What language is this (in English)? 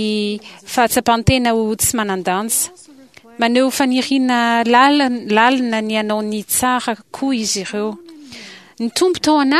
Malagasy